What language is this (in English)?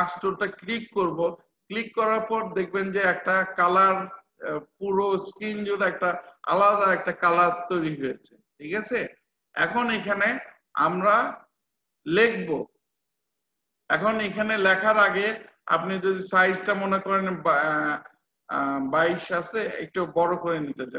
Bangla